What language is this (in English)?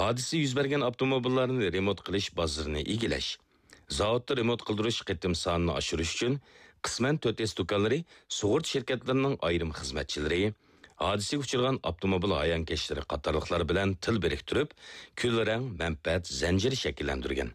Uyghur